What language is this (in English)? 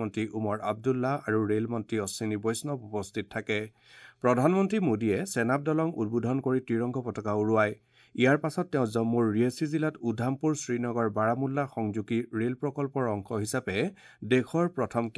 Assamese